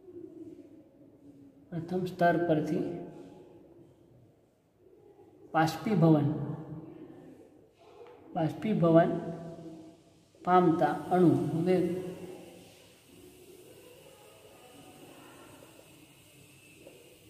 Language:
Gujarati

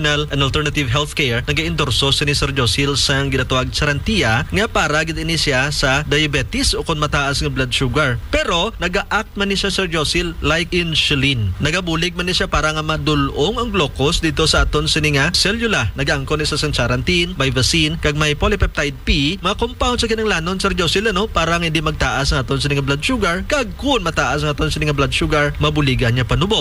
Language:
Hiligaynon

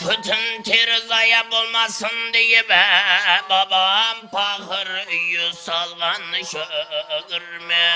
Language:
Kara-Kalpak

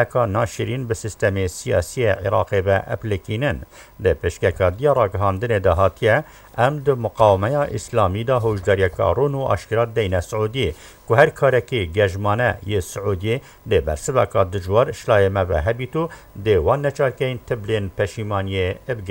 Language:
Kurdish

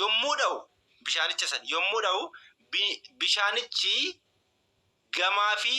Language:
Oromo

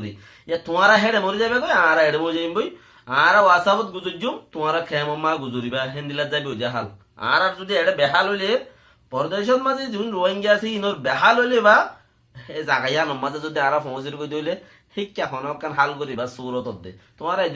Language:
Rohingya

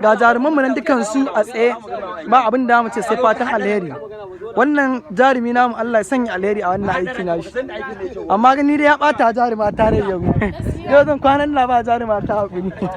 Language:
Hausa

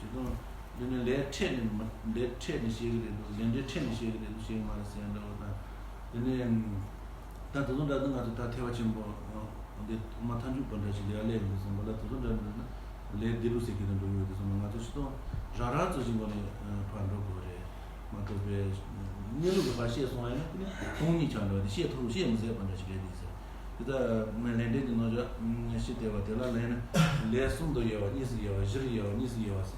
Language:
Tibetan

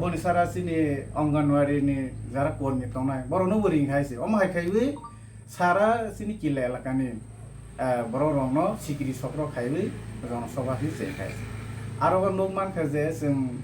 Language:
Kok Borok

